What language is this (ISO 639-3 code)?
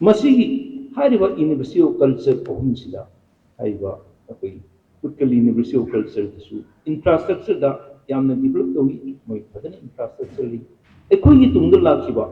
mni